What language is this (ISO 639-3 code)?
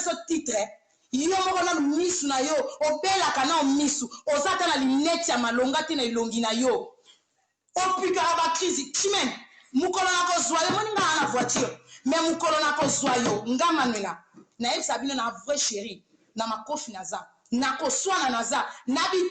lin